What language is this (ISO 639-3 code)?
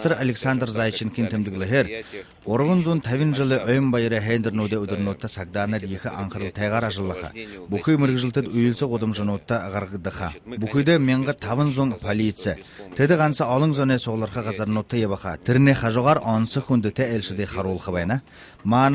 bua